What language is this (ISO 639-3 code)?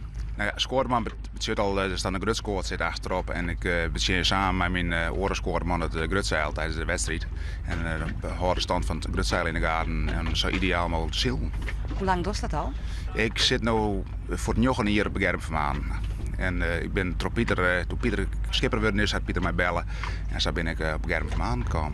fry